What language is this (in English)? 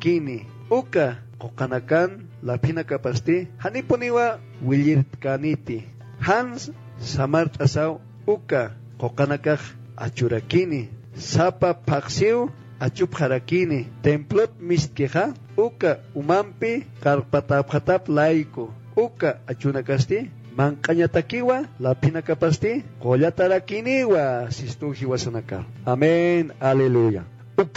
Aymara